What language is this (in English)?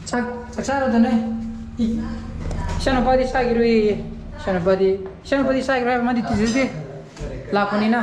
Manipuri